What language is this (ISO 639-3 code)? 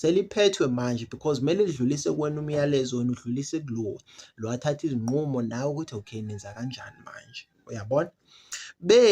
zul